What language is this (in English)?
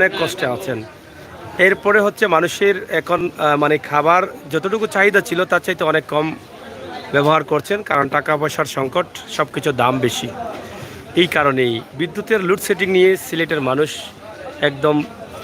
Sylheti